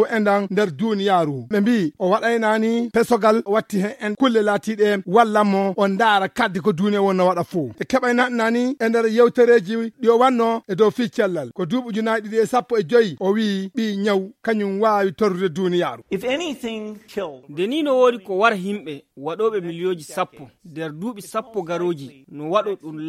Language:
Fula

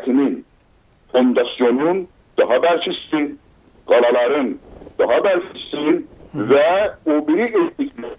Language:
South Azerbaijani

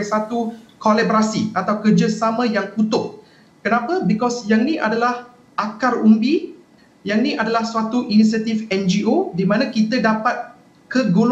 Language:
Malay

